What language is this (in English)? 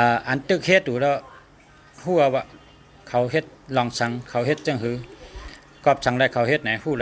Shan